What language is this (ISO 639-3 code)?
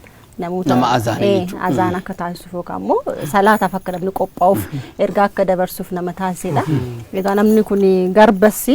orm